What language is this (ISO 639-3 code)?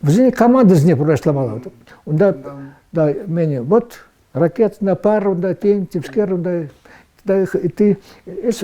chv